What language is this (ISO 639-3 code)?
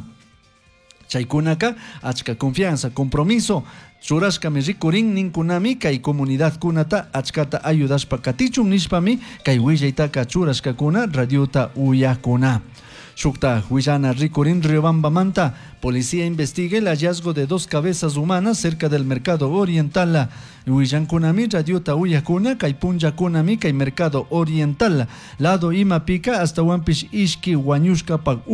qug